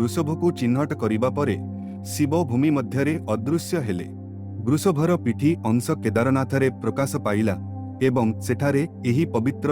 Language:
Odia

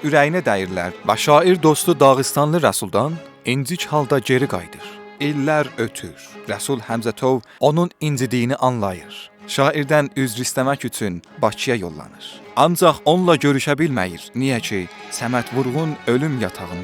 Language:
South Azerbaijani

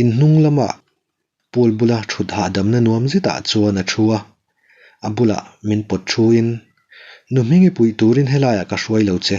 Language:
Mizo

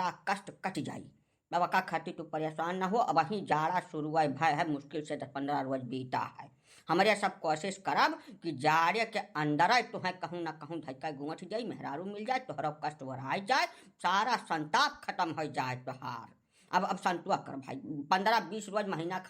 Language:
Awadhi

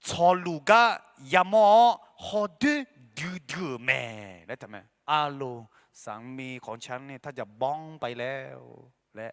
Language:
Akha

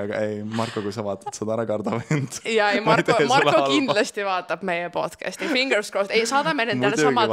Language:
Estonian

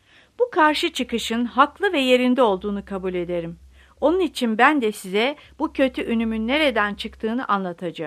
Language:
Turkish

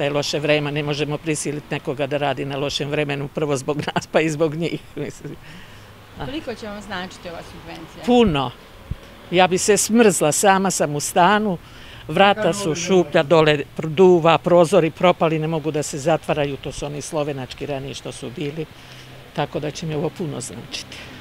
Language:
Serbian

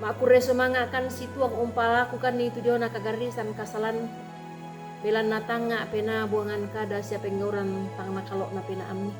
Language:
Toraja-Sa'dan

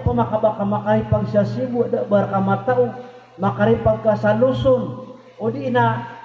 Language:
Maranao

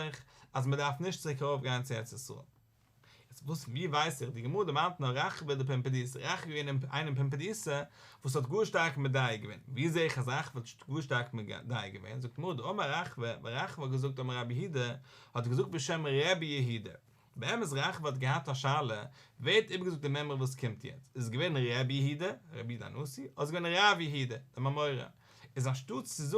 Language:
Yiddish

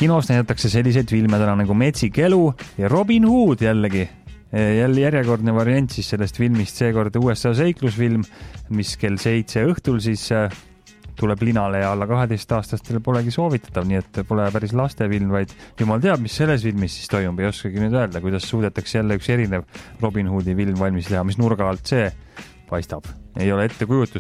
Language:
Estonian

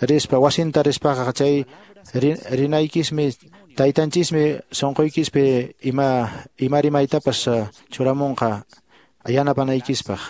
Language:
Quechua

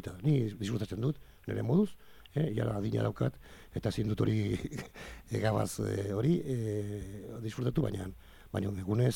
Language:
Basque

